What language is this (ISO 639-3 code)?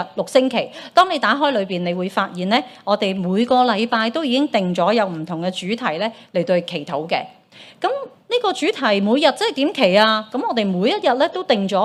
yue